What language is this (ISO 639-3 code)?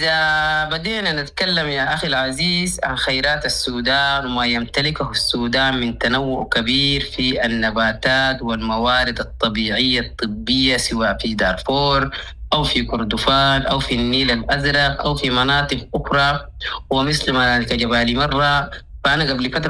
apd